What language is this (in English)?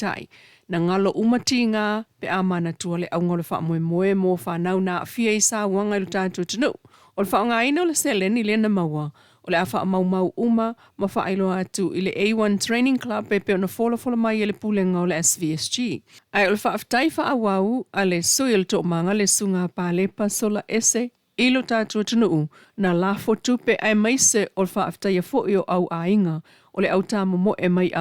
Samoan